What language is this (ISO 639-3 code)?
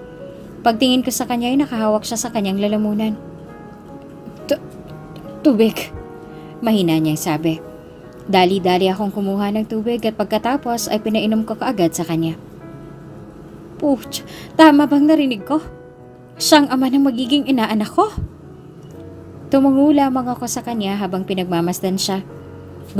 fil